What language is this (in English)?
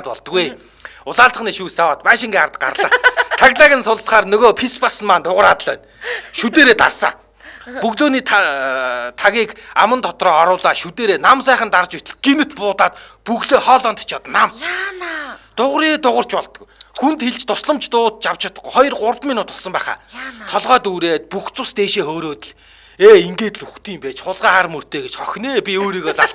Mongolian